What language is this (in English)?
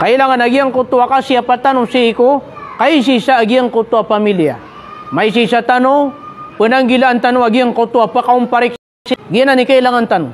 Maranao